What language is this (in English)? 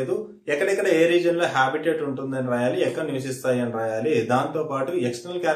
Telugu